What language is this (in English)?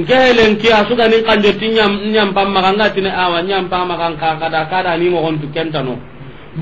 Soninke